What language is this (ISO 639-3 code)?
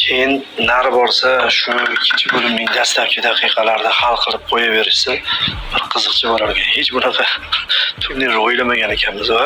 uzb